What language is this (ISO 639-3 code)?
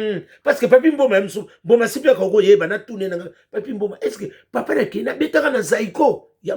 lin